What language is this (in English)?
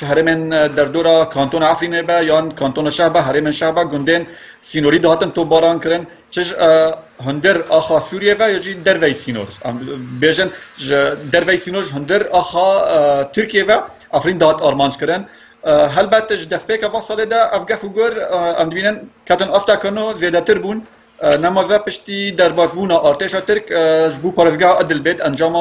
Kurdish